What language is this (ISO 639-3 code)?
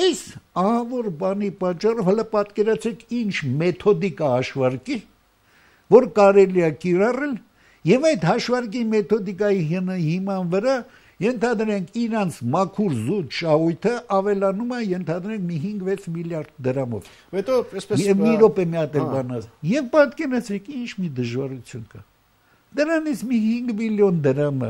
hye